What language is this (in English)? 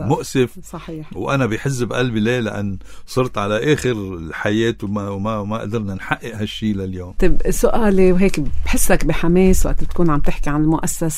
North Levantine Arabic